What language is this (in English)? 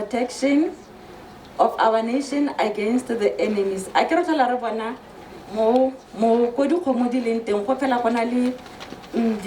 Tswana